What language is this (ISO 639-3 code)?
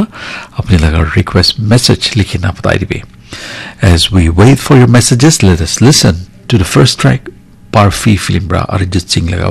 nag